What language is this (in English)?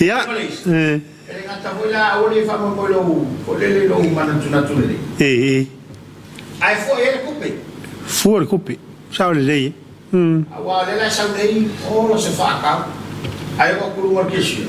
Samoan